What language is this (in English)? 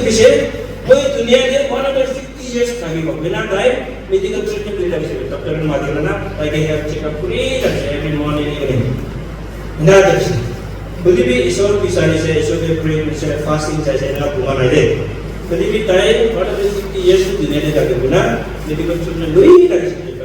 Naga Pidgin